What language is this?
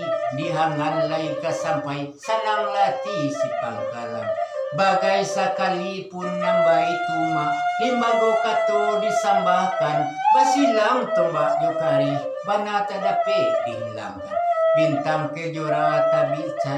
Minangkabau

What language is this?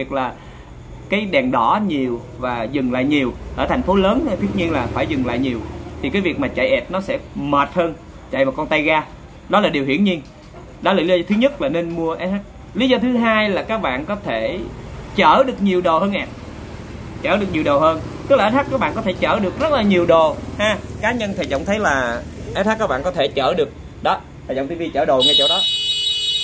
Vietnamese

